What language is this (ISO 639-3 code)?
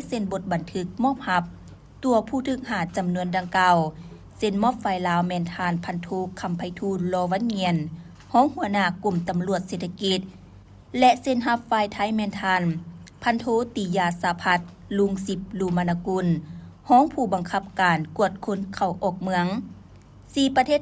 lao